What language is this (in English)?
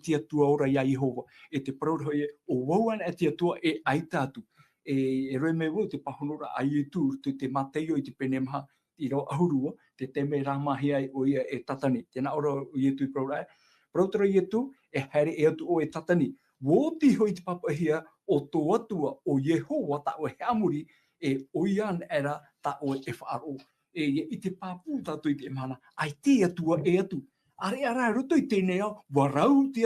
Tahitian